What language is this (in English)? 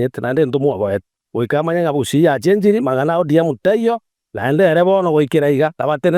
Gusii